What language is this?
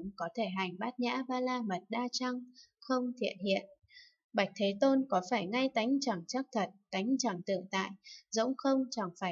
Vietnamese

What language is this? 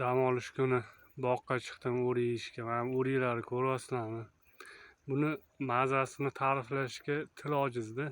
Uzbek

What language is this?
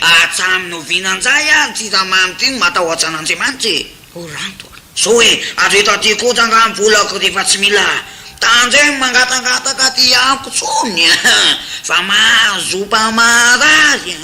Malagasy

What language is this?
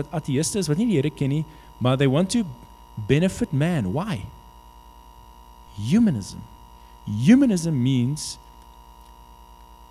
Afrikaans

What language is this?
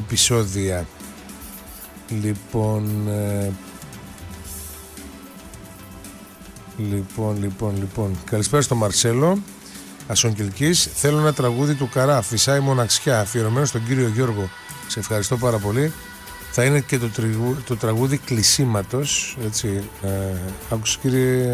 Greek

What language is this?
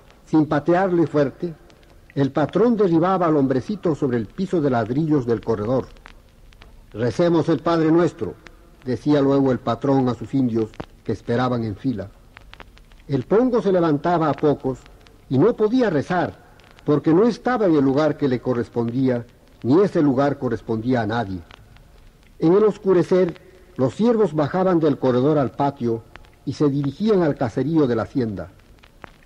Spanish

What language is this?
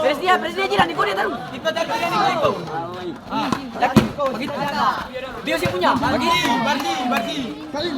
Ambonese Malay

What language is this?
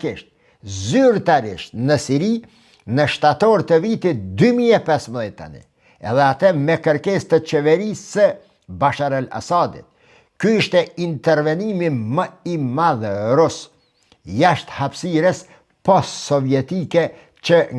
Albanian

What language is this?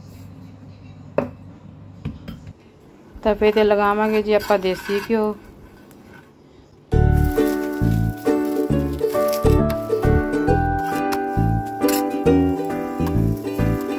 Punjabi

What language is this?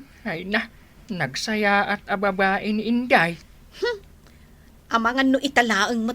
Iloko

